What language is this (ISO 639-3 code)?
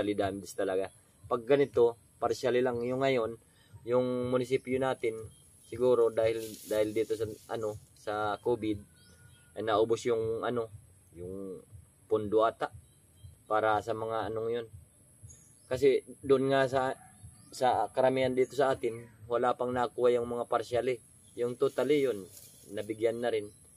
fil